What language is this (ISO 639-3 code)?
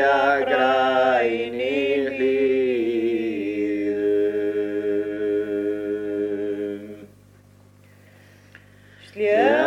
isl